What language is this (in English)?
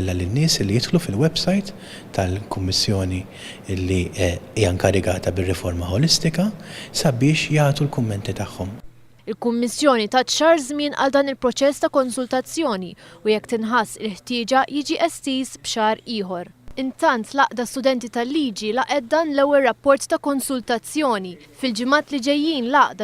Maltese